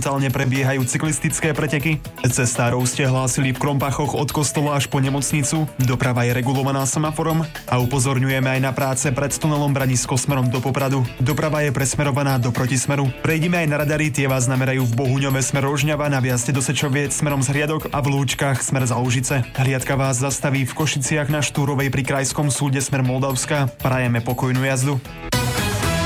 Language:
Slovak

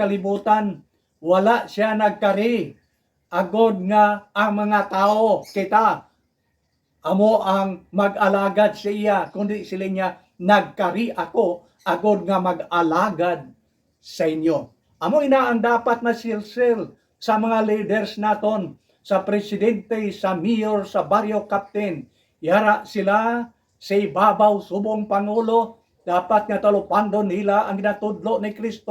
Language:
Hiligaynon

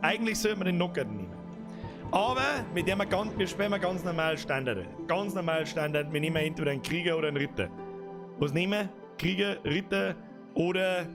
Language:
Bavarian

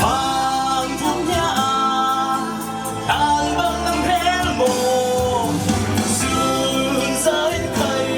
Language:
Falam Chin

